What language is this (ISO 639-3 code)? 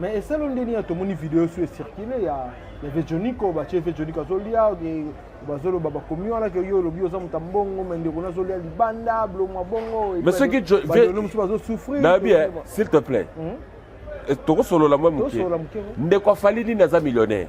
lin